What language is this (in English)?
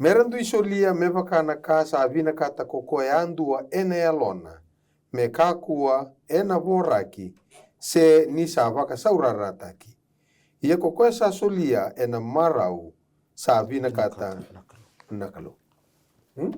Fijian